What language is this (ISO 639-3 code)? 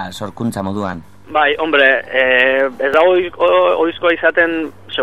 eus